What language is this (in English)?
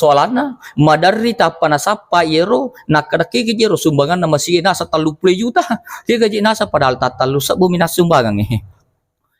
Buginese